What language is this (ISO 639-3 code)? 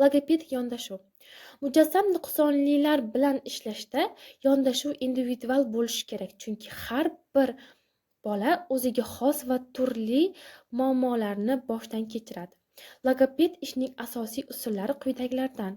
uzb